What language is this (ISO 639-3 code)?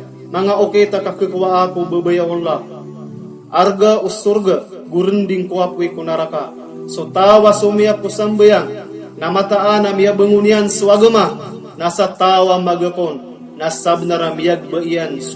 mrw